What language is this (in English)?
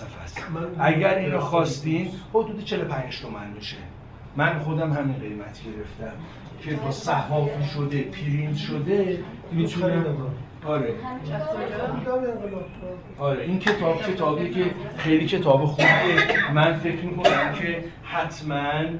Persian